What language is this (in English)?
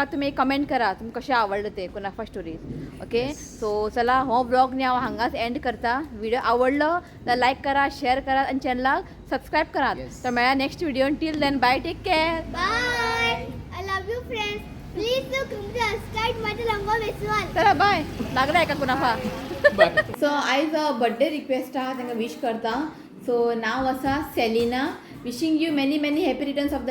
Konkani